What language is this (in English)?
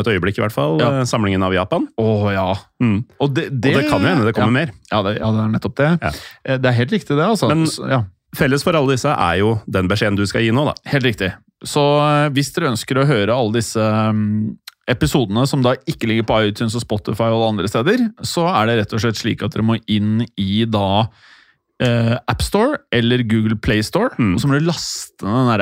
Norwegian